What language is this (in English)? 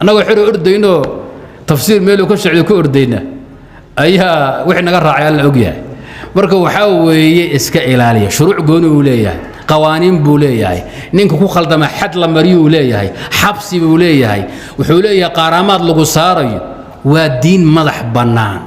Somali